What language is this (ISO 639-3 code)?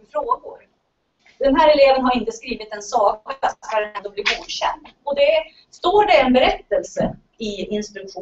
swe